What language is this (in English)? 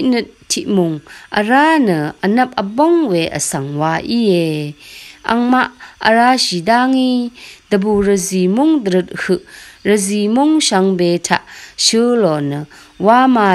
Rawang